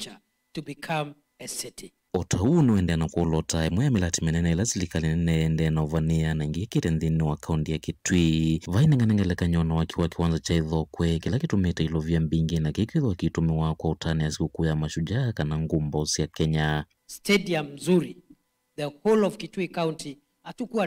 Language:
Kamba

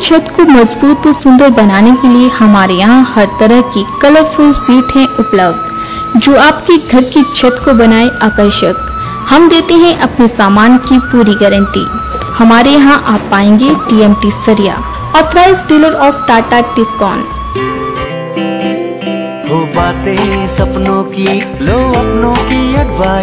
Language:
Hindi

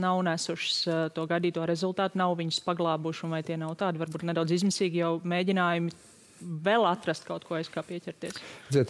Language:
Latvian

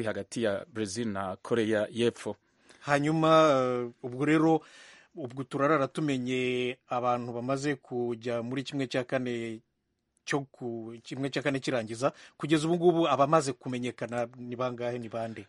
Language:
Kinyarwanda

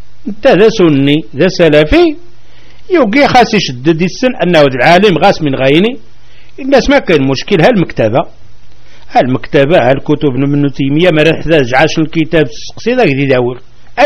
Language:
Kabyle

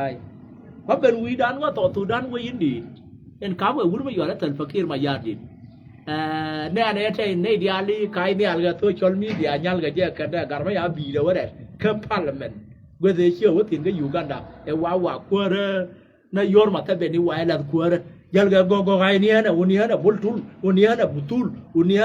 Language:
Nuer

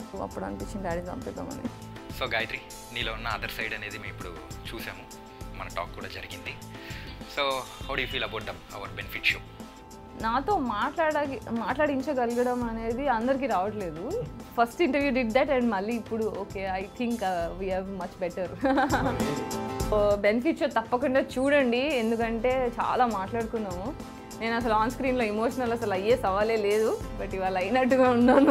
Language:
Telugu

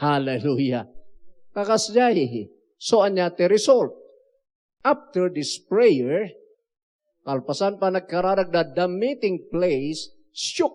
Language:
Iloko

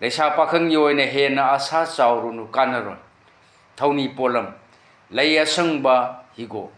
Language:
Manipuri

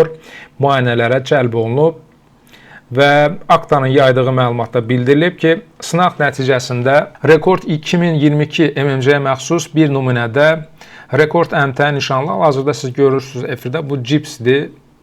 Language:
Azerbaijani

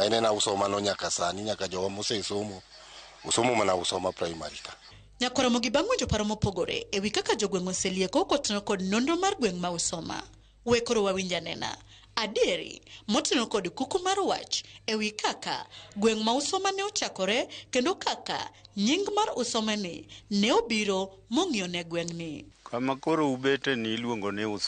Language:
Luo (Kenya and Tanzania)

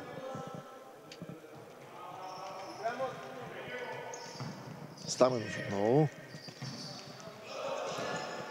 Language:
Bulgarian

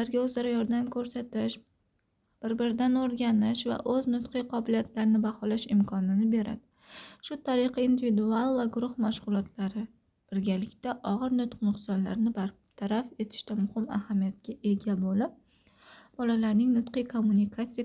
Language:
Uzbek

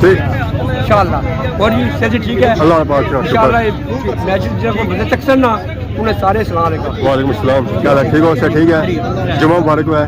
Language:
Pahari-Potwari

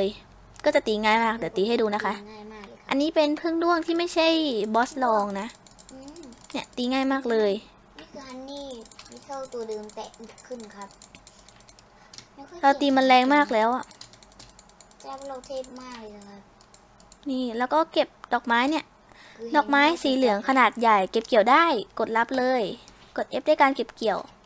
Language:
Thai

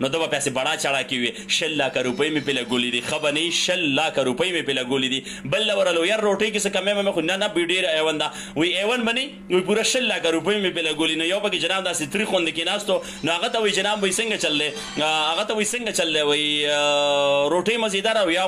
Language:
Pashto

